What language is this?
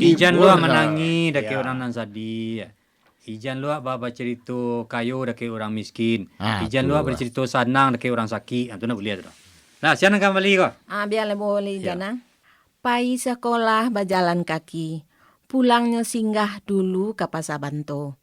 Minangkabau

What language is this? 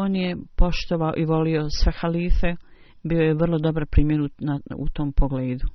Bosnian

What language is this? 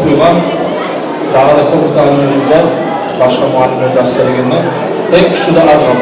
Kumyk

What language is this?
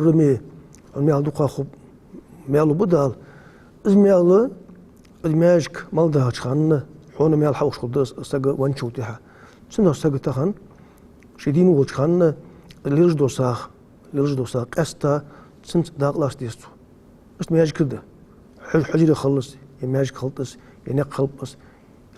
Ingush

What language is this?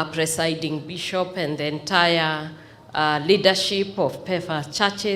Kikuyu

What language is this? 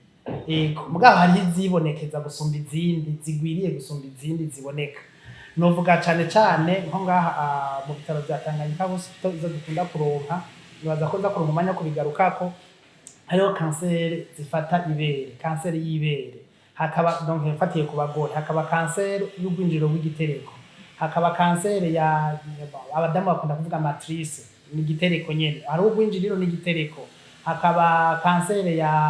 Rundi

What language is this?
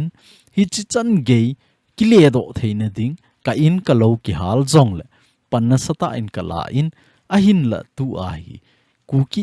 Thado Chin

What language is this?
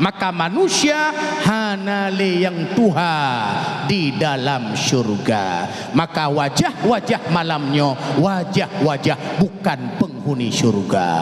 Achinese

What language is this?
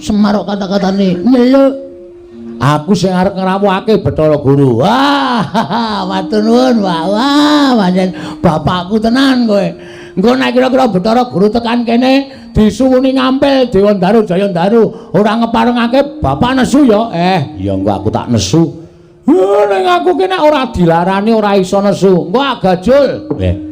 Javanese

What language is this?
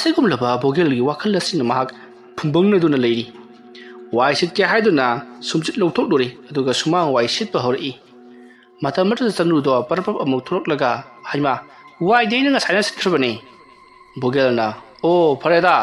Manipuri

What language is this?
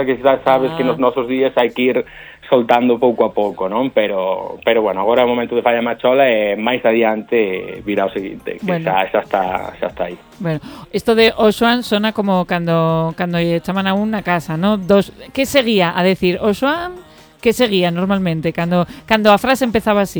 Galician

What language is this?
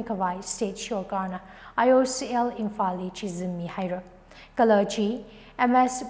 Tangkhul Naga (India)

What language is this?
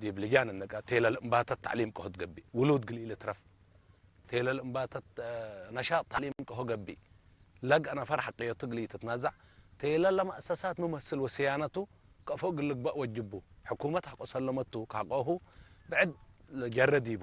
Tigre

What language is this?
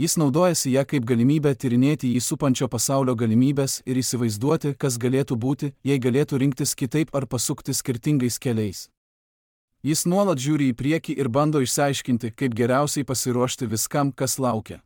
Lithuanian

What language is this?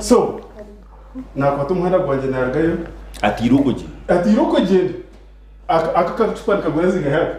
Nyankole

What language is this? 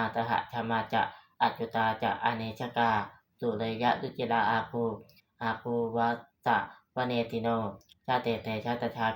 Pali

